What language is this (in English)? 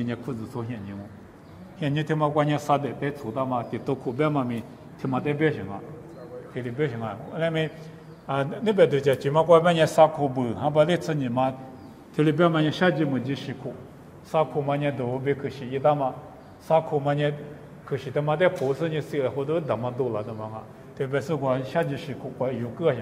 Lisu